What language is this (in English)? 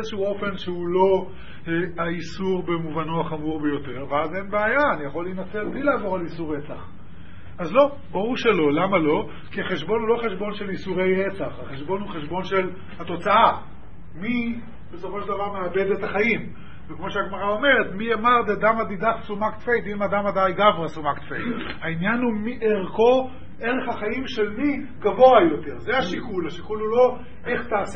Hebrew